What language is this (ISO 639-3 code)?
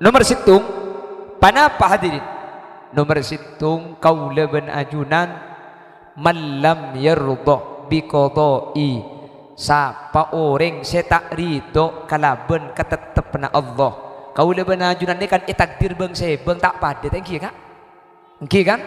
mad